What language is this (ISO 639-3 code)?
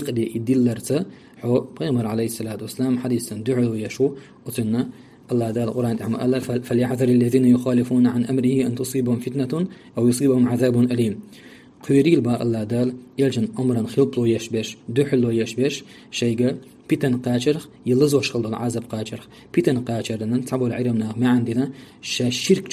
che